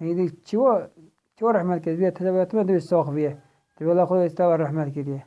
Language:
Kurdish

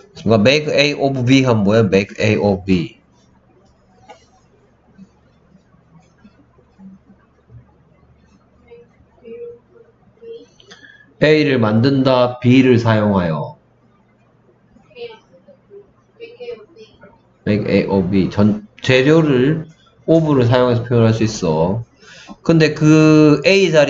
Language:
Korean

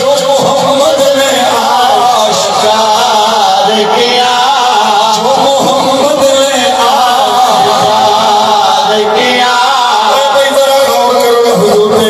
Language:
Saraiki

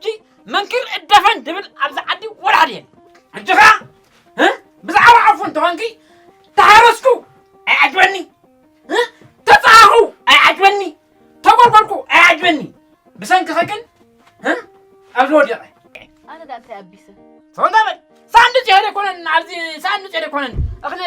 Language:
Tigrinya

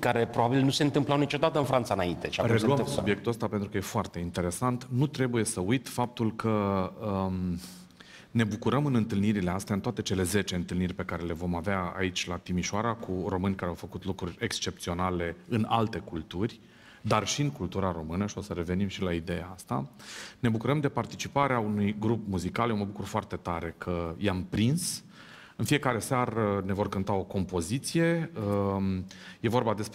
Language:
Romanian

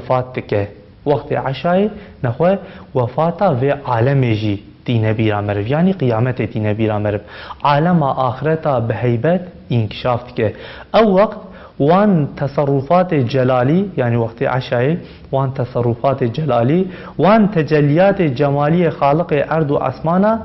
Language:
Kurdish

